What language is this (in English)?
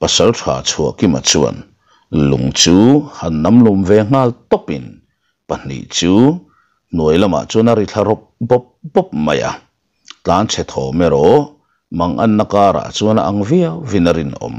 Mizo